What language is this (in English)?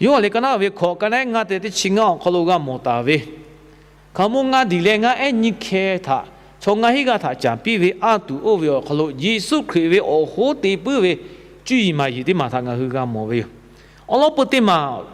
Lahu